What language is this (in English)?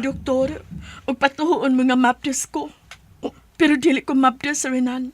Cebuano